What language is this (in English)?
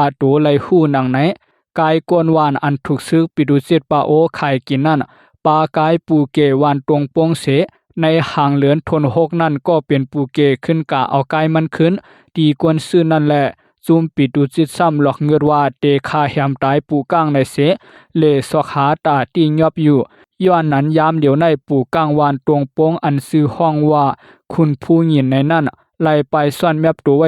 Shan